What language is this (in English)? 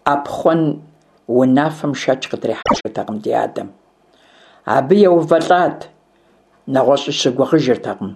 Kabardian